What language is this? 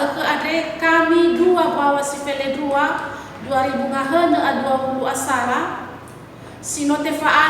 Nias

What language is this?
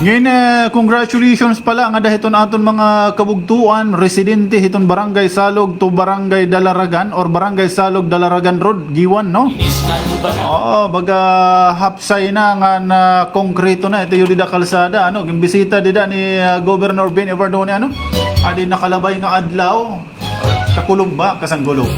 Waray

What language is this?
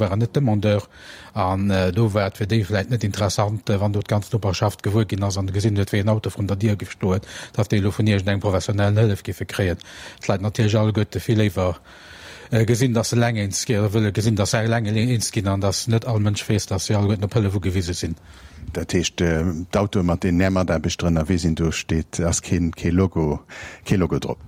Luxembourgish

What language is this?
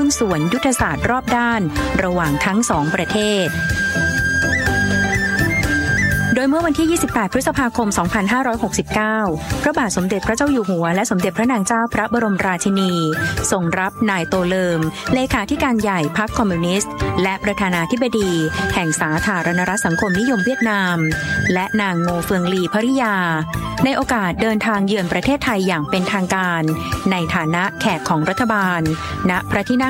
Thai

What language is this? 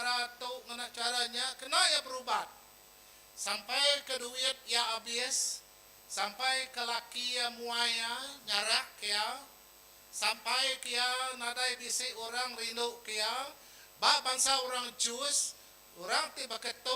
Iban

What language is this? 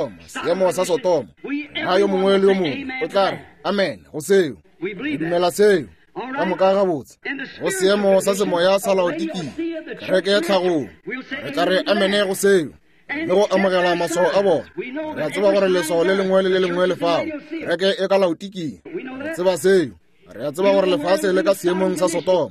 Northern Sotho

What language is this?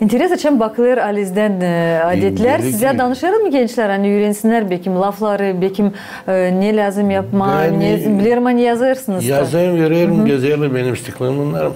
Gagauz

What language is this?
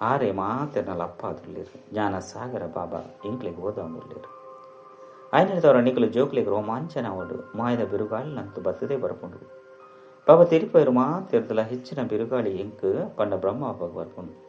Tulu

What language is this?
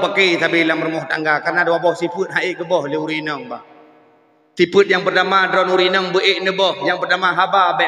Achinese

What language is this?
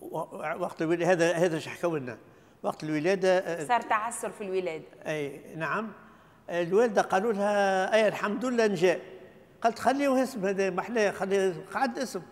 Tunisian Arabic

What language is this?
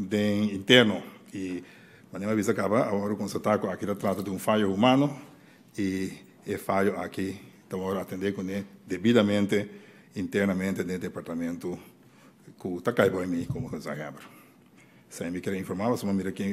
Papiamento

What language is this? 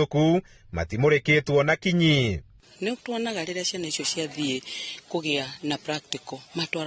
Kikuyu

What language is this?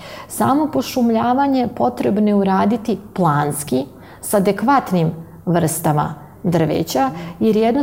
Serbian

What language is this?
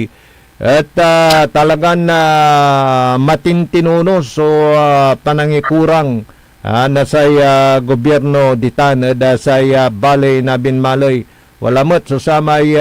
Pangasinan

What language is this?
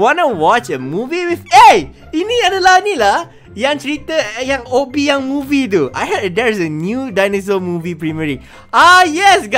Malay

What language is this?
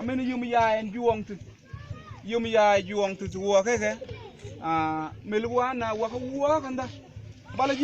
Mabaan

